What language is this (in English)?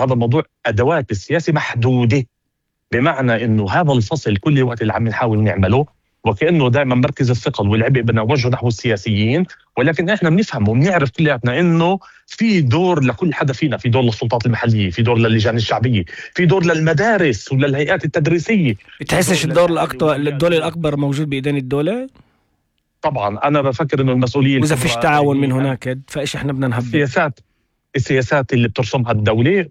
North Levantine Arabic